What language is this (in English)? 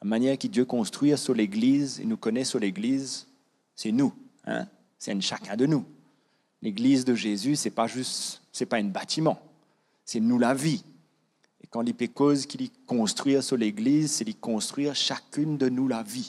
Morisyen